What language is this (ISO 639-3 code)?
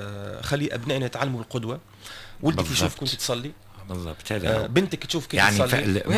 aeb